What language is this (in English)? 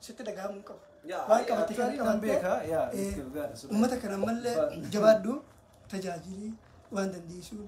Oromo